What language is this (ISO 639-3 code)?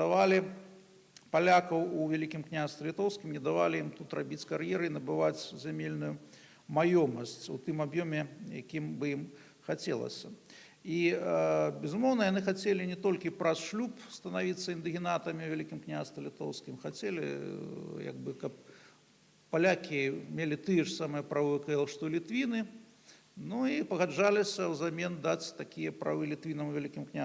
bel